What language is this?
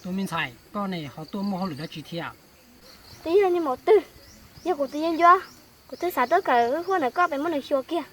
Hmong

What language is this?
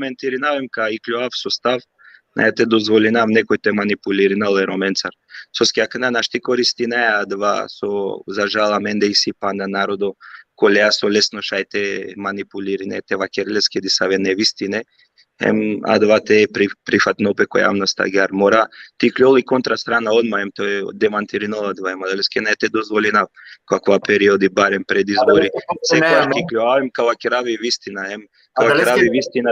Balkan Romani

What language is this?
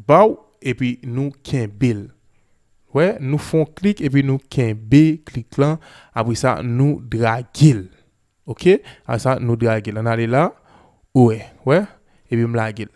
Haitian Creole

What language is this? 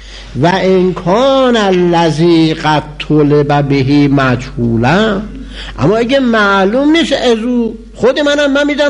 Persian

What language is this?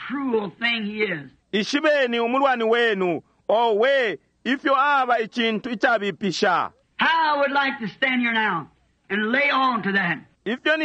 Bemba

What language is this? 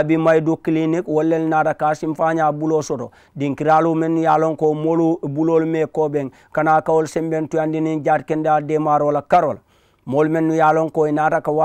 Mandingo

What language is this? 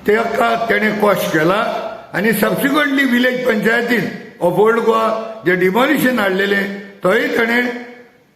Konkani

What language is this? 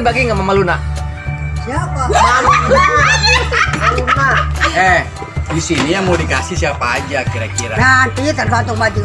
Betawi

